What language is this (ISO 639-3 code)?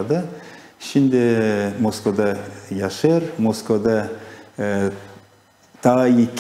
gag